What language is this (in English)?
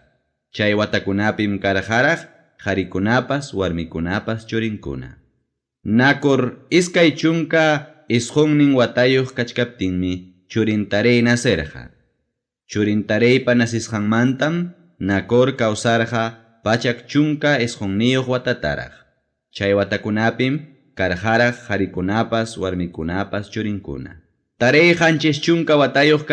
Ayacucho Quechua